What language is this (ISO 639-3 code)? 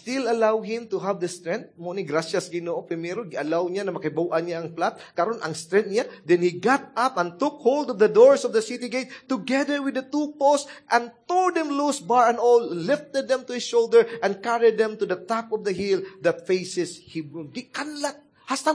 ceb